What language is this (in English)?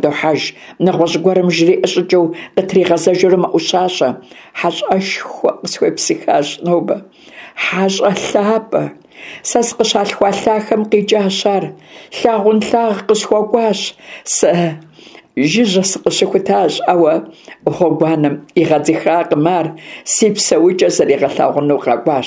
Kabardian